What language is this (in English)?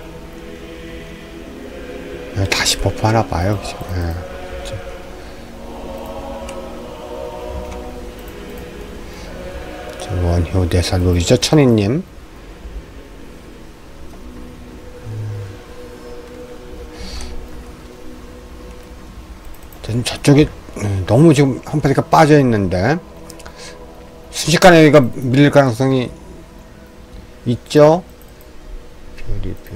Korean